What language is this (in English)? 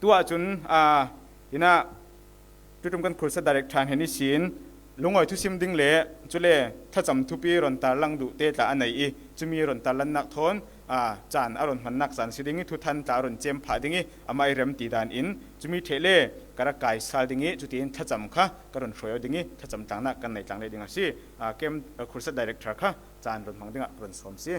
Falam Chin